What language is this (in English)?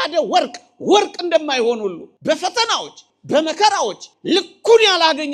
Amharic